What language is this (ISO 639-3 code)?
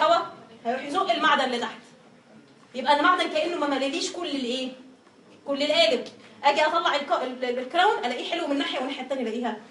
arz